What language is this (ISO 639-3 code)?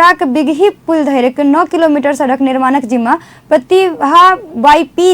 mai